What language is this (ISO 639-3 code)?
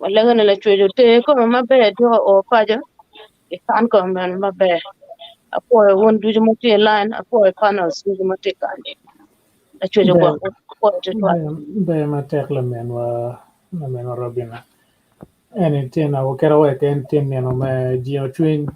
ach